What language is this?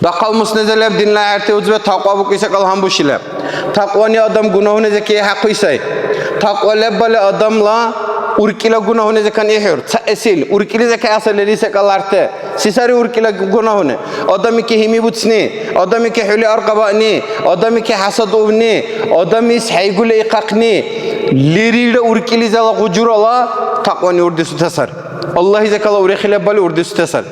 Dargwa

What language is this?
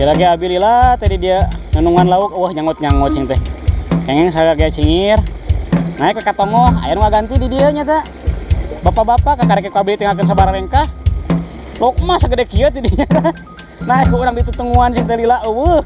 Sundanese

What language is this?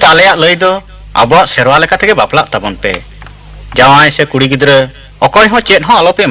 Santali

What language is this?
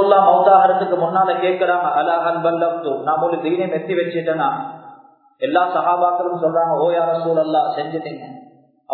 Tamil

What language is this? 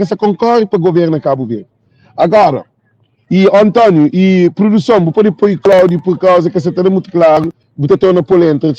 Kabuverdianu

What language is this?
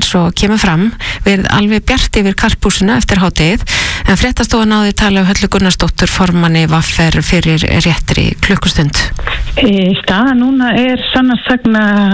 Icelandic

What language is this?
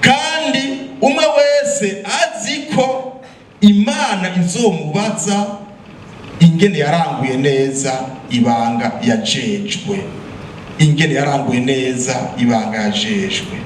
Rundi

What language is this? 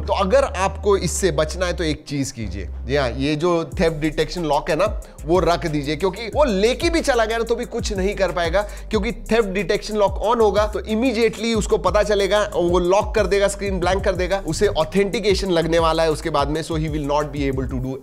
Hindi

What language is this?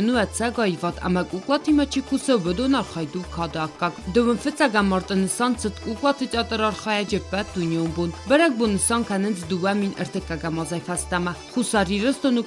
Ossetic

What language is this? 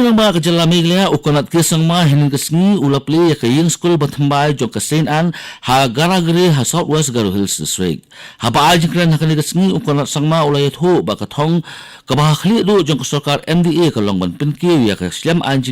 Khasi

